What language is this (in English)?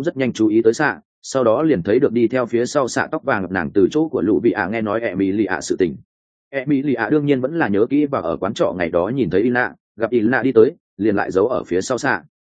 Vietnamese